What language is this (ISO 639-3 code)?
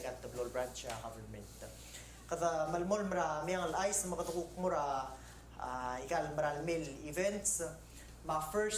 pau